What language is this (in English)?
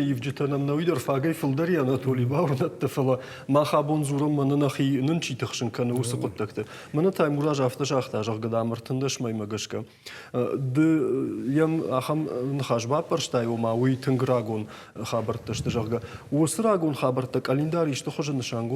Ossetic